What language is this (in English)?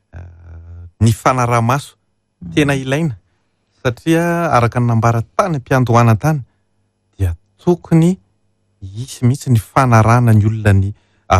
Malagasy